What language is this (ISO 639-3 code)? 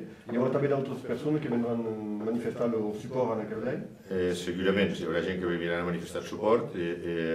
oci